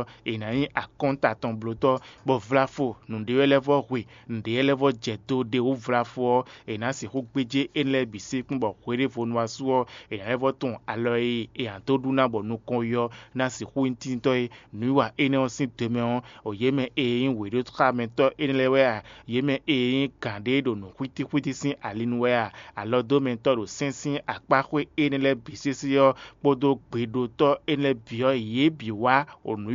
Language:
Fon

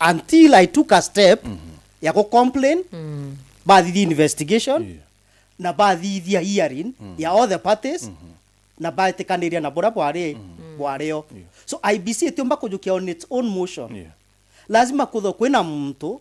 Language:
Meru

